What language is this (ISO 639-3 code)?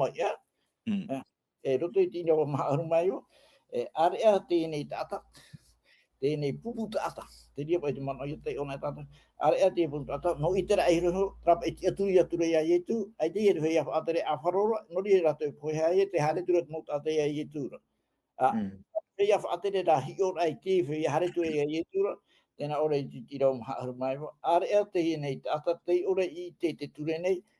tah